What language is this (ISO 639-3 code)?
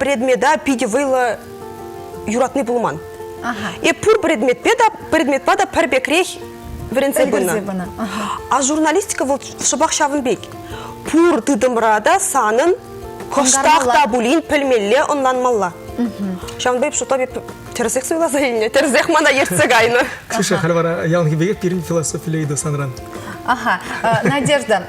chv